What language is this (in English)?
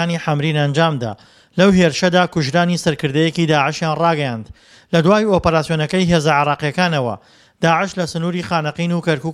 Central Kurdish